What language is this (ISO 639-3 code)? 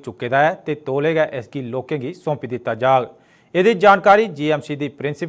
doi